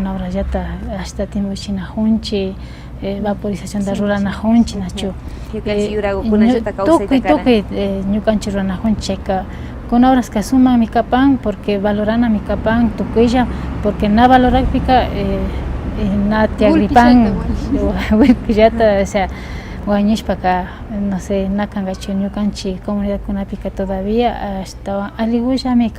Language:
Imbabura Highland Quichua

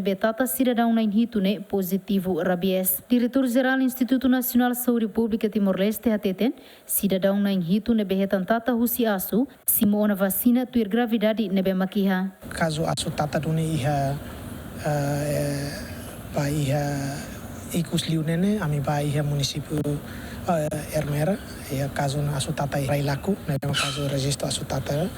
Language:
Tetum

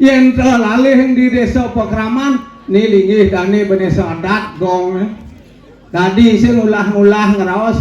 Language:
Balinese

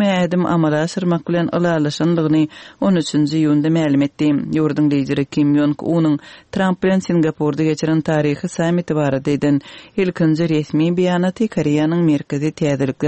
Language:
Turkmen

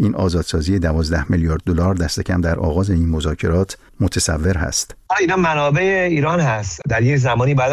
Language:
Persian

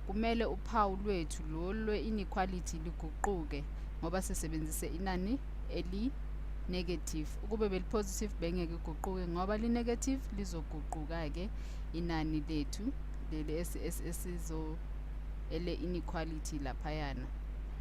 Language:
Zulu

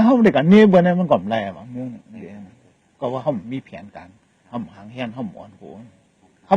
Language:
Shan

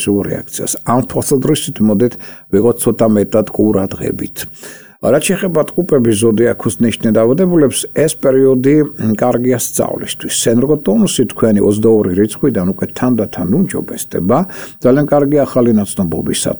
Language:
Georgian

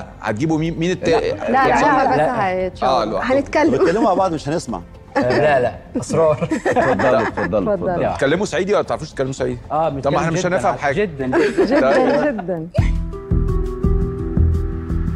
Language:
Egyptian Arabic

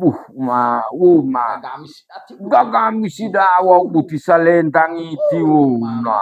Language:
Gorontalo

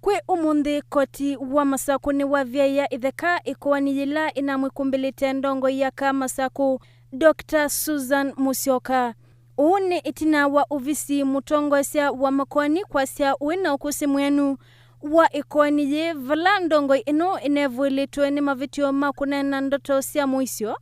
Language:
Kamba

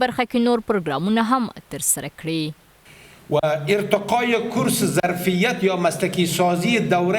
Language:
Pashto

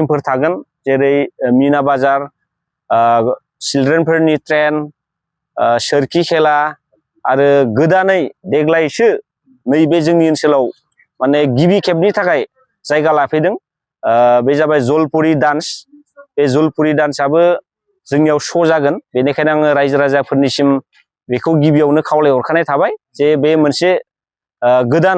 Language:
Bodo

